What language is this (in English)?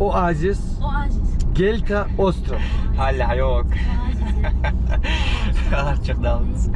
Ingush